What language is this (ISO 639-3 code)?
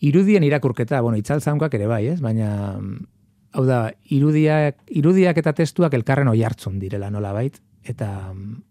eus